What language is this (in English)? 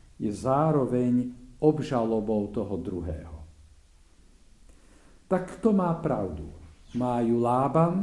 Slovak